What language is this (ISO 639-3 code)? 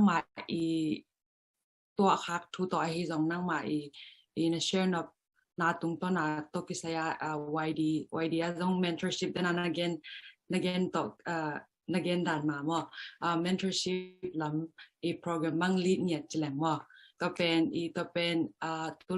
ctd